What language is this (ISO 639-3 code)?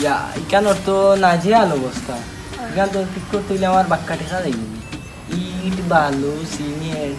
syl